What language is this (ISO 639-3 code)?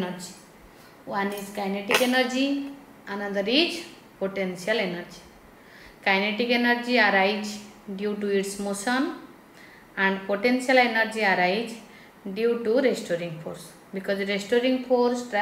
eng